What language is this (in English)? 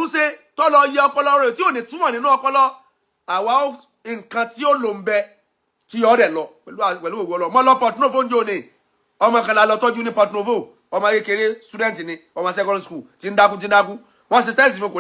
Yoruba